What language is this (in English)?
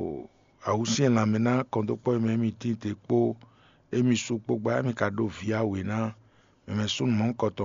Fon